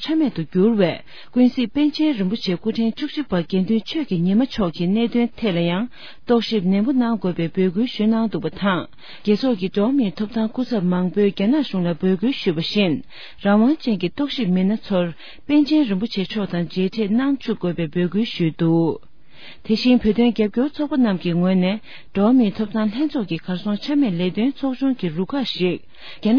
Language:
Tibetan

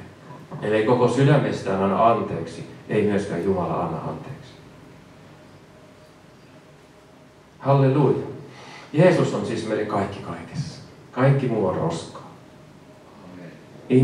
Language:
Finnish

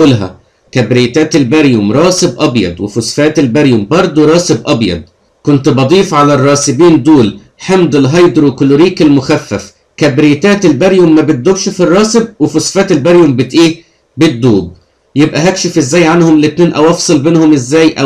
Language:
Egyptian Arabic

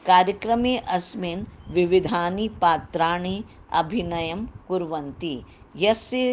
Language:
Sanskrit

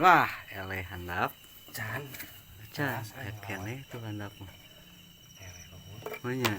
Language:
Sundanese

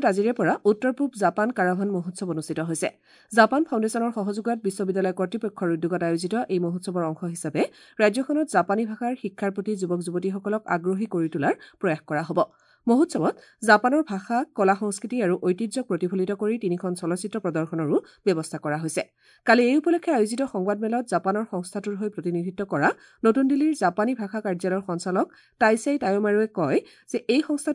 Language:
Assamese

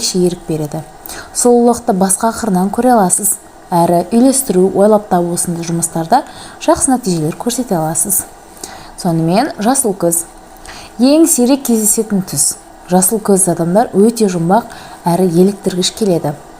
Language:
Kazakh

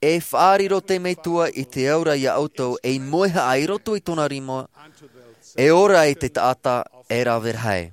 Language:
Tahitian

